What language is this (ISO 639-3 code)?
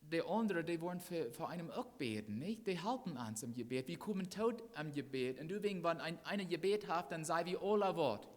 pdt